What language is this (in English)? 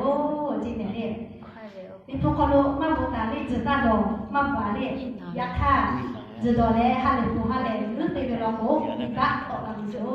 Lahu